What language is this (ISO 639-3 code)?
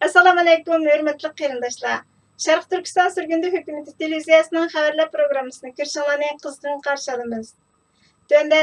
uig